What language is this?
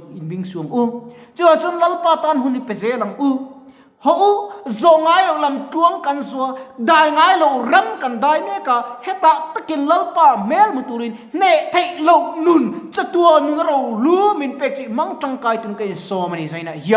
Mizo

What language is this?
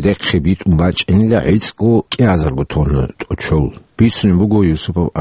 Avaric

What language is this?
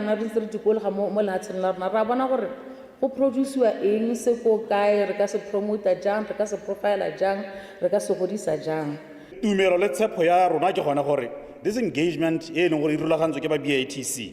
Tswana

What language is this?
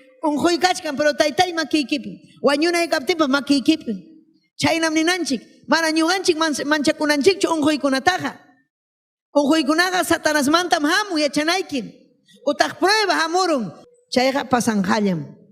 Ayacucho Quechua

